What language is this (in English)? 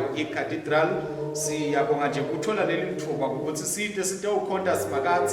Swati